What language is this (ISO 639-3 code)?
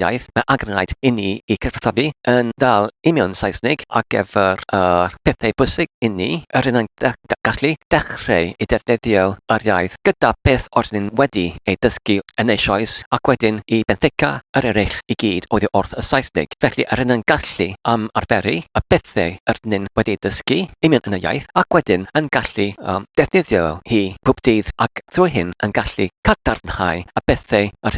cym